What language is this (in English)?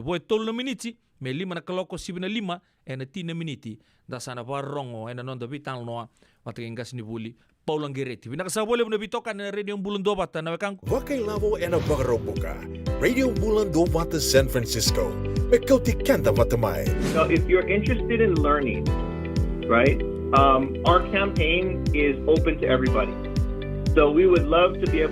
Fijian